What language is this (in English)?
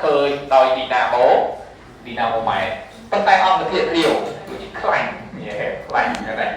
Khmer